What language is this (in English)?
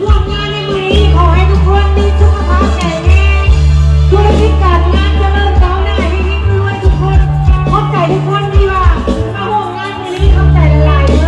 Lao